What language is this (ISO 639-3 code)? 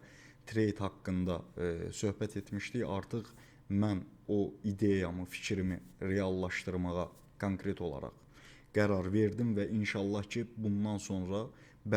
aze